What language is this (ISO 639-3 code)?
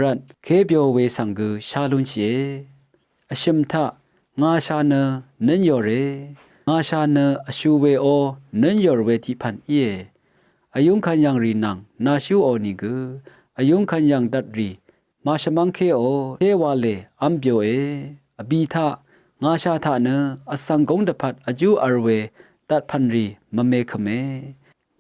raw